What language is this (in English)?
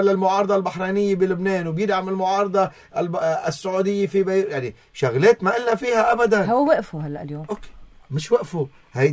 North Levantine Arabic